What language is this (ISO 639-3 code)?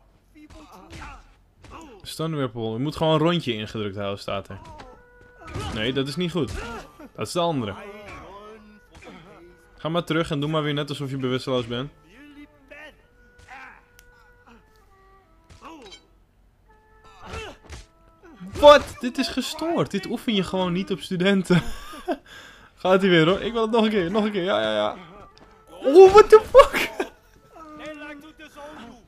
nld